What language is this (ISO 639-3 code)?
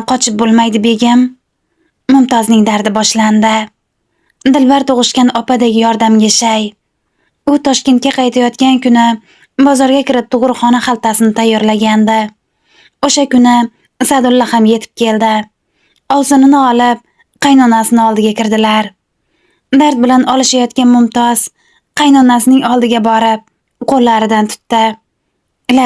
uzb